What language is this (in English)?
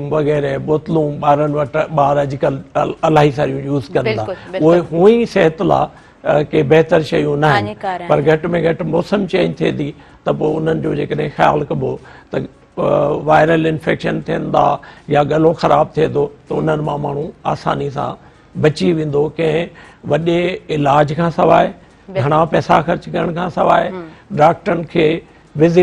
Sindhi